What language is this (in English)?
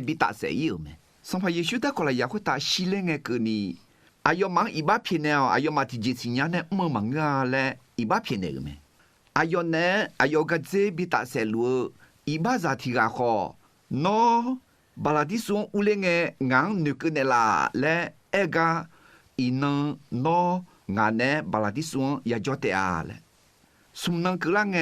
Akha